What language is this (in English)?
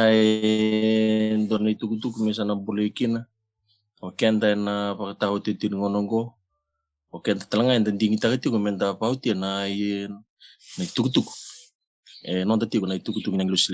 Fijian